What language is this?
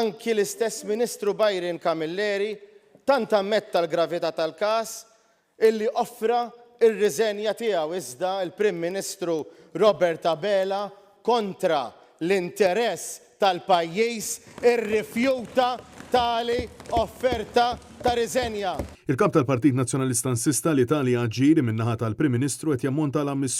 Maltese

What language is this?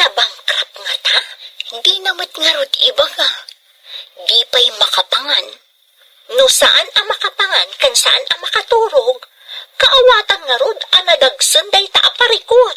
Iloko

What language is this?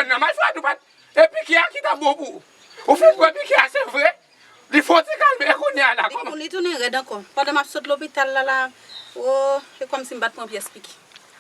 Haitian Creole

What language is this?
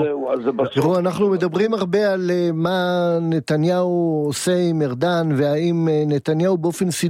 Hebrew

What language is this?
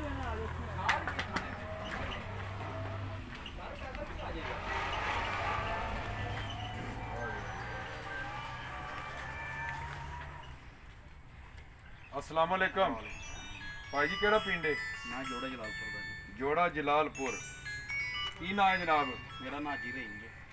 Punjabi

